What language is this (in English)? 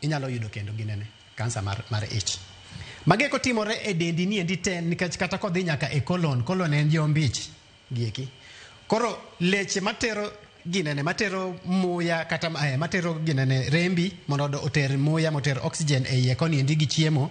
Luo (Kenya and Tanzania)